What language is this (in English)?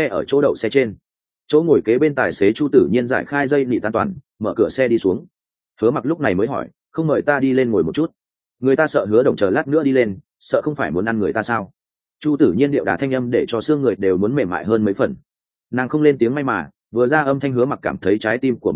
Vietnamese